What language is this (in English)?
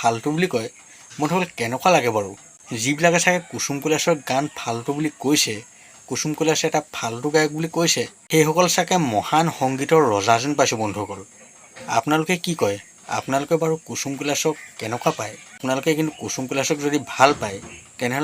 Assamese